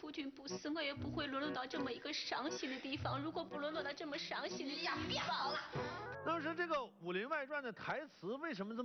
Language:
Chinese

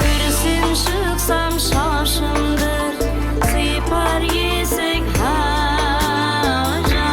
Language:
Kara-Kalpak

